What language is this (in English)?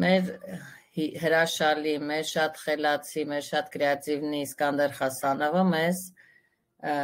Armenian